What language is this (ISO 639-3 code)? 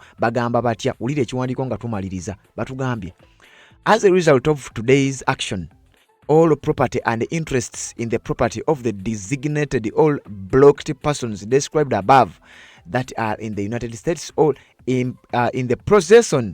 lug